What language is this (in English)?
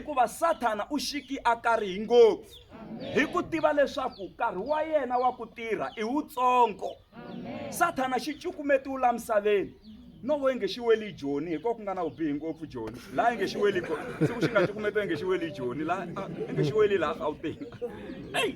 Tsonga